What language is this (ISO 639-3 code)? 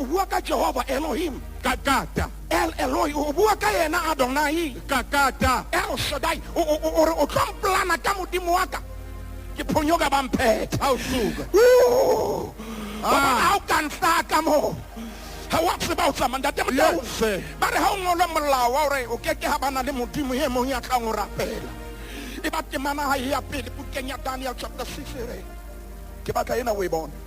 sot